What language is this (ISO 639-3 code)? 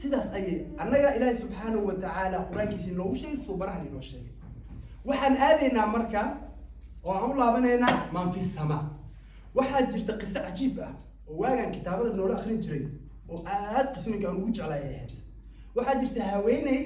som